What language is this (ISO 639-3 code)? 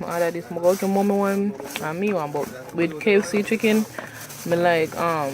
jam